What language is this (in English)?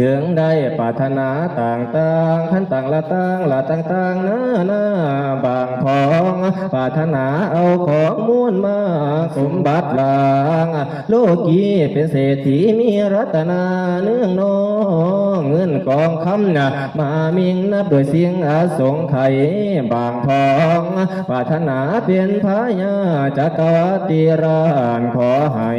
Northeastern Thai